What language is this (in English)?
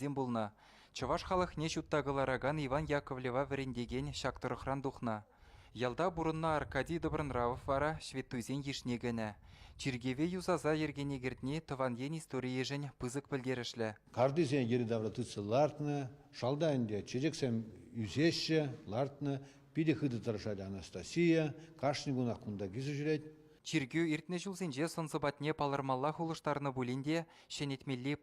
Chuvash